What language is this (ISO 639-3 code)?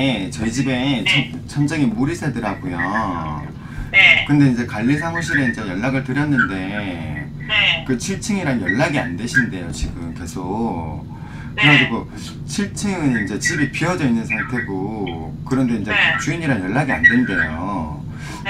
kor